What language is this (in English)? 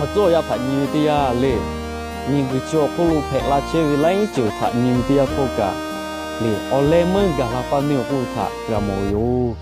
Lahu